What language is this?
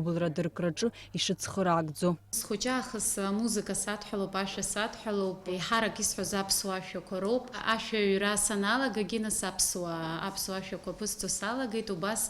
Abkhazian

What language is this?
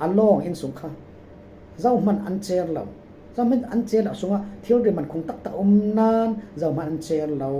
Falam Chin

